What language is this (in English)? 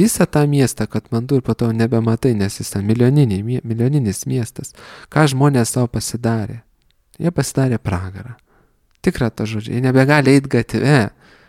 Lithuanian